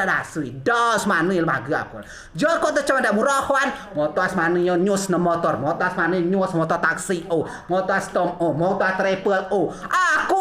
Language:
Rejang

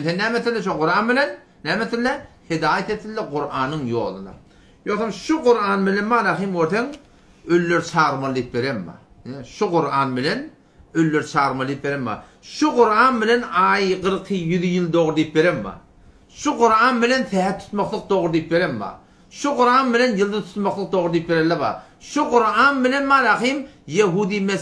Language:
Turkmen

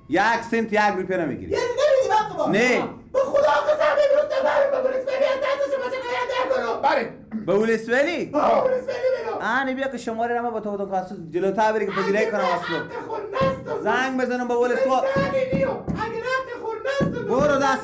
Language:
Persian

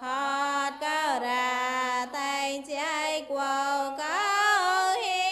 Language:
Mon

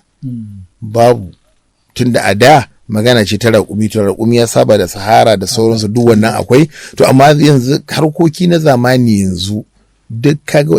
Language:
Hausa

